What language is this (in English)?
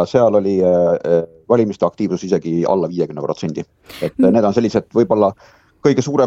Estonian